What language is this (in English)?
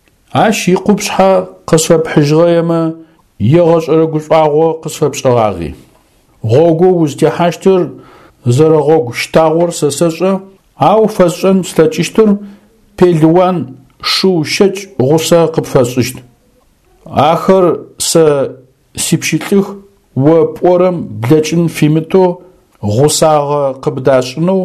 Adyghe